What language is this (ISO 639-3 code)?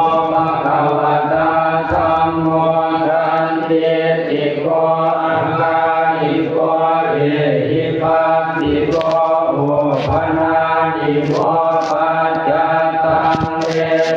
pli